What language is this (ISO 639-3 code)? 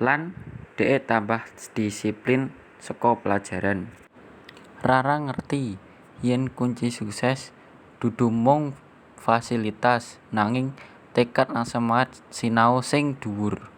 jav